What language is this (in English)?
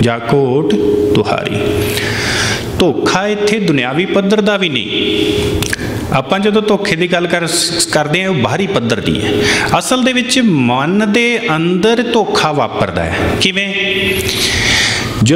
Punjabi